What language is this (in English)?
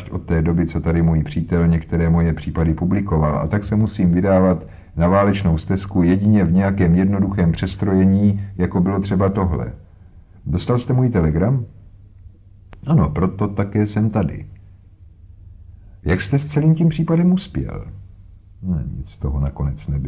Czech